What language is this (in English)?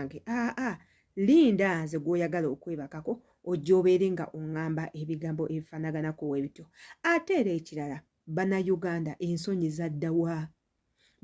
Ganda